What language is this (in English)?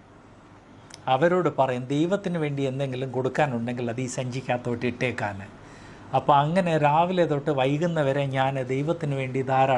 Malayalam